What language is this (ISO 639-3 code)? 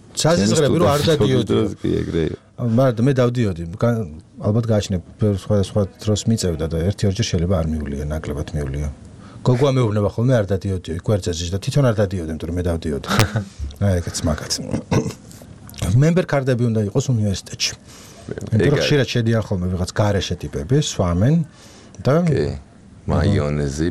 kat